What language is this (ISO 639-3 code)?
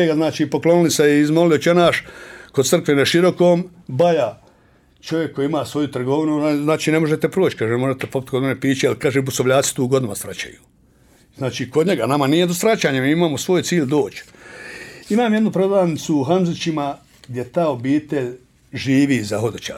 bos